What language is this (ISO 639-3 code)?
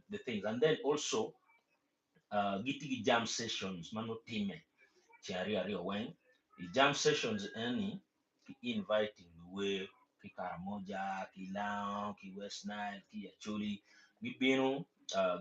ach